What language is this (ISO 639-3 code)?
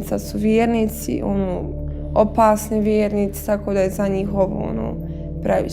bos